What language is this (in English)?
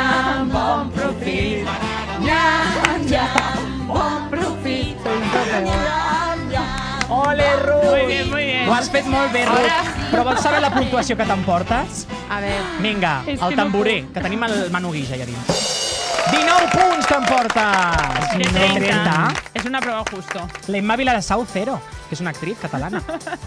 Catalan